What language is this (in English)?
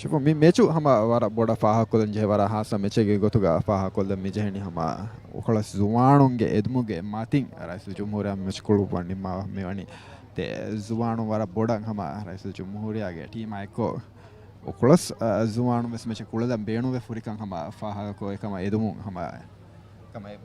Divehi